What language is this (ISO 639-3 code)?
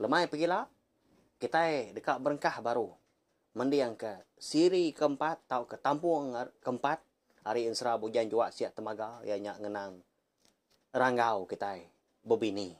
iba